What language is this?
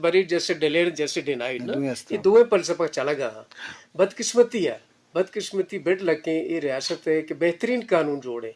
Eastern Balochi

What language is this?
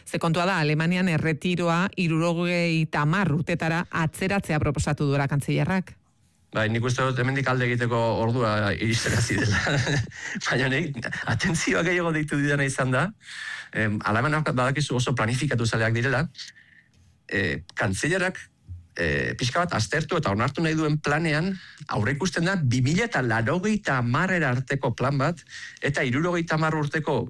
Basque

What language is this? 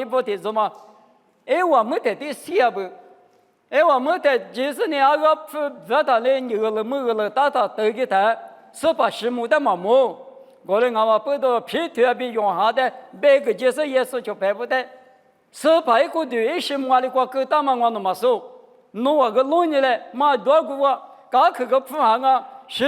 Lisu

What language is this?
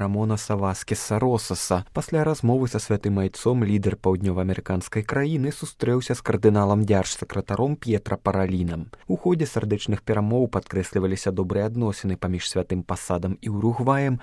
Belarusian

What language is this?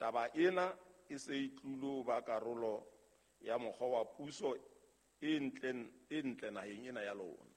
Southern Sotho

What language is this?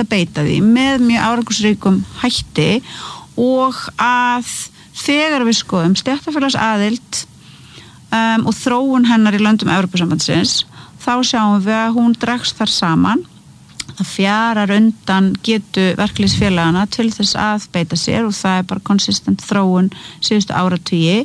Icelandic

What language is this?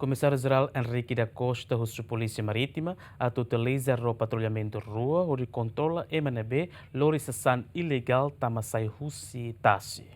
Tetum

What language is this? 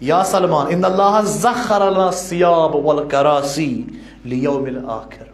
Kashmiri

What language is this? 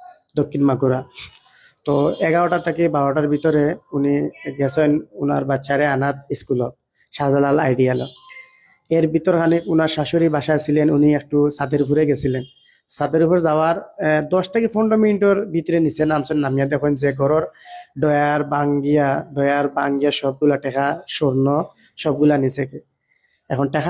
Sylheti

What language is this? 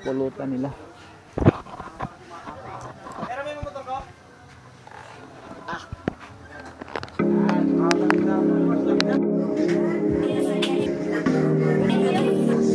Filipino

